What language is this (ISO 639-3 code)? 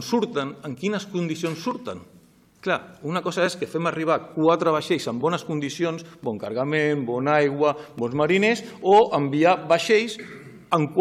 cat